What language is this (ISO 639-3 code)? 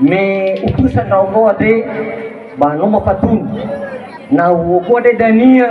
nia